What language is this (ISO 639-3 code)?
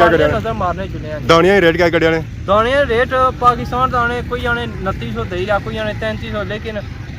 phr